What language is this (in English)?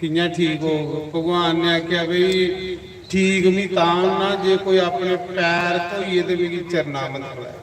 Dogri